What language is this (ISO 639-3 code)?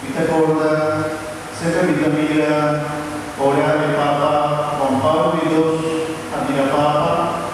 pap